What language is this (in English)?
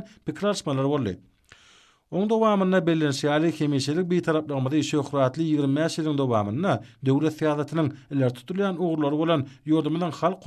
Turkmen